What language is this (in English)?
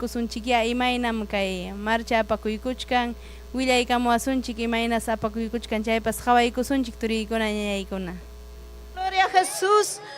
Ayacucho Quechua